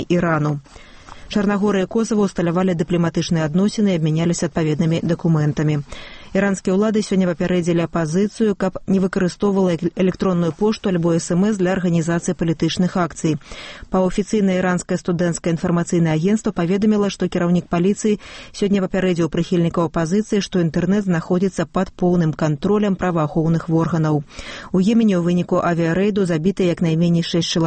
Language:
Belarusian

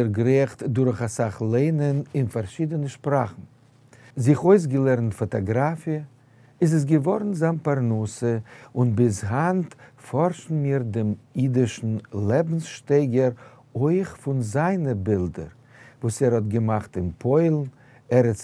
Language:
Yiddish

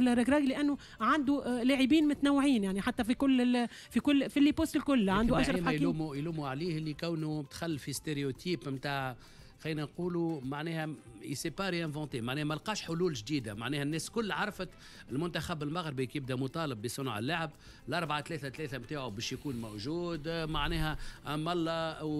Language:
Tunisian Arabic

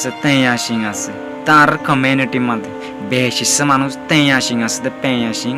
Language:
Rohingya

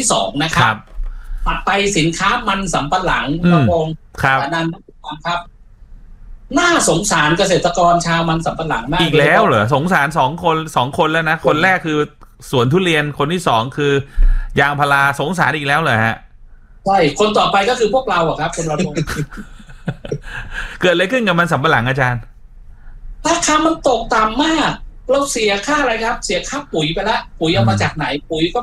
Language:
Thai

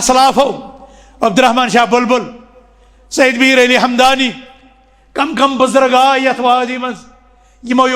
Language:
Kashmiri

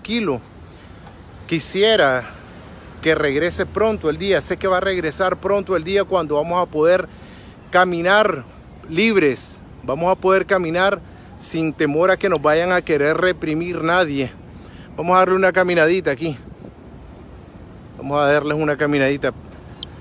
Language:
Spanish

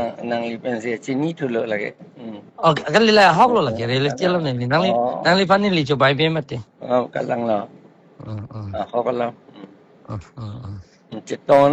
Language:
Karbi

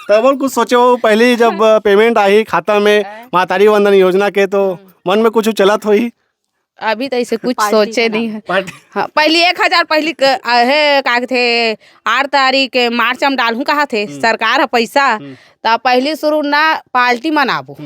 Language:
Chhattisgarhi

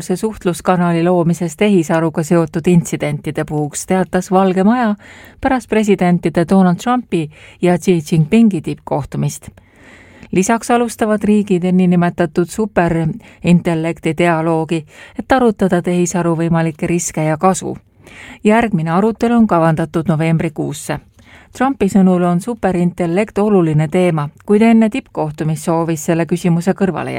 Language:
Estonian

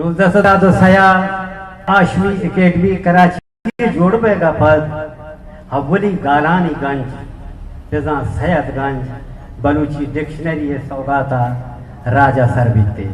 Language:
Eastern Balochi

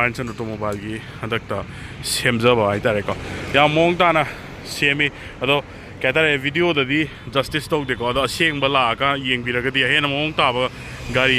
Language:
Manipuri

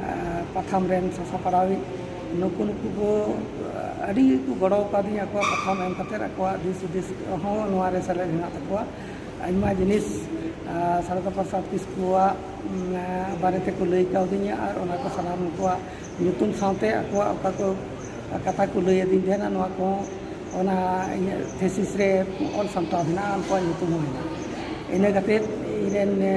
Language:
Santali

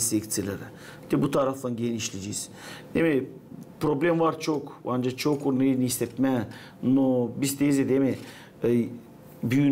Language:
Gagauz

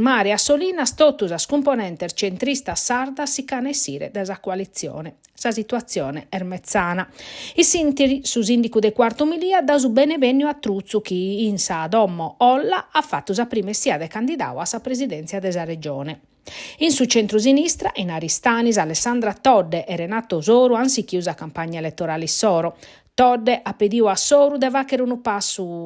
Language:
Sardinian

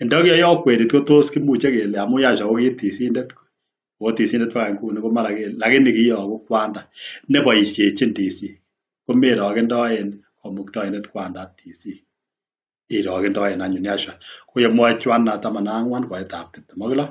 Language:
Kalenjin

